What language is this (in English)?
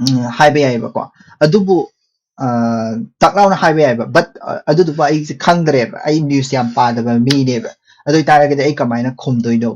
Manipuri